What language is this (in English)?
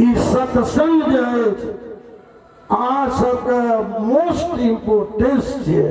Maithili